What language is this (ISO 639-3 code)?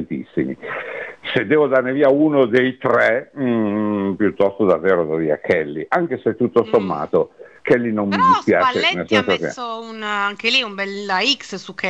ita